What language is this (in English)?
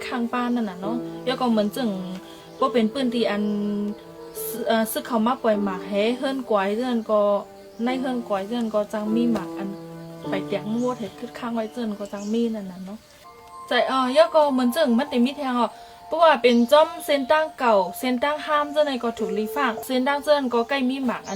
Shan